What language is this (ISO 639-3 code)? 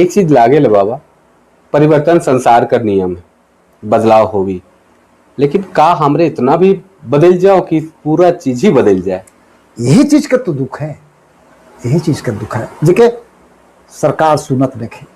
sck